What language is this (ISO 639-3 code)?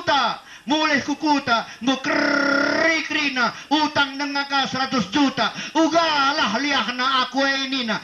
btx